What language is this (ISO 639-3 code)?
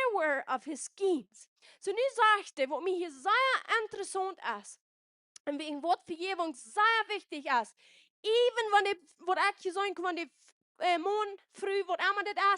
pdt